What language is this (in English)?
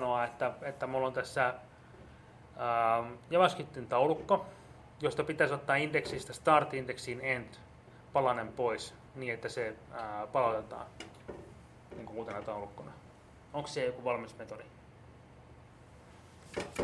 Finnish